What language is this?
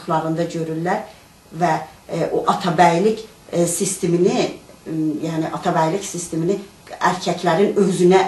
South Azerbaijani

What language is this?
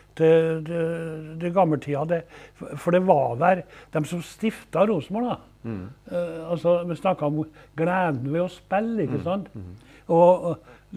Norwegian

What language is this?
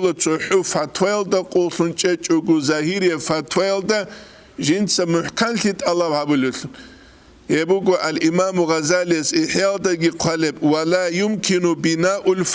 Avaric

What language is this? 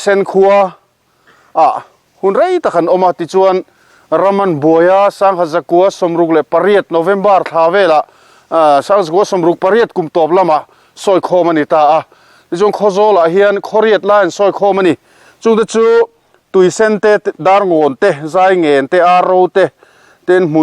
Mizo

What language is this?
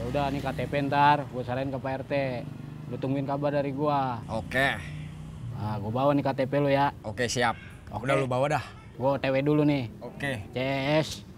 Betawi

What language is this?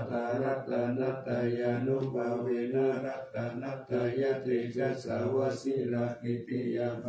Pali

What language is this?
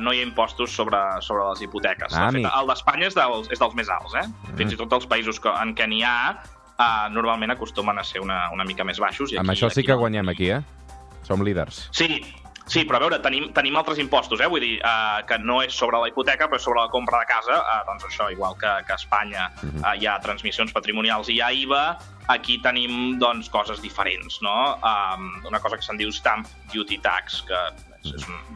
Catalan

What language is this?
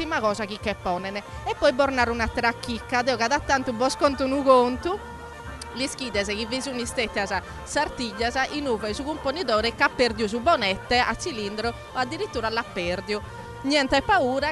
Sardinian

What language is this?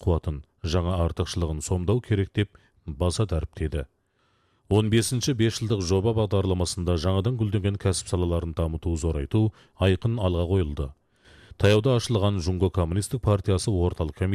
Kazakh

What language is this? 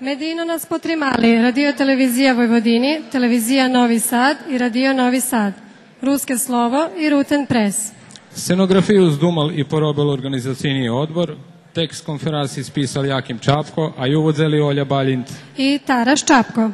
Rusyn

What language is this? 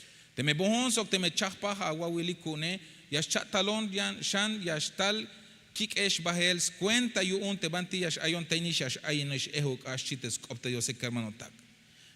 Tzeltal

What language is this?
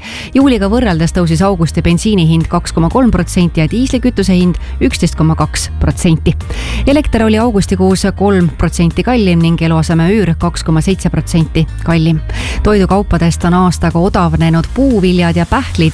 Estonian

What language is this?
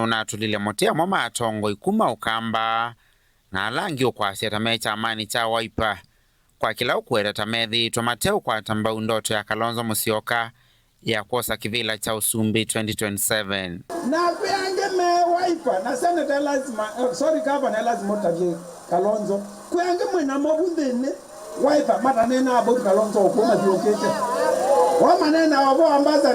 Kamba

